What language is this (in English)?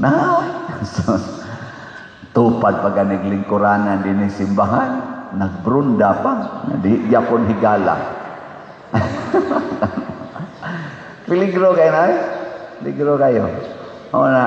Cebuano